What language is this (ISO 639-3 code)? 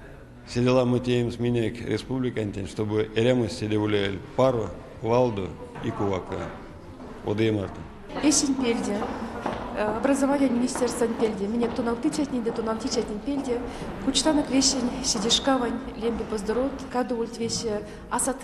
myv